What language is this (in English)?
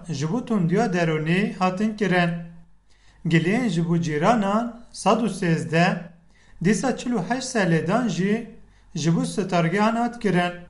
Kurdish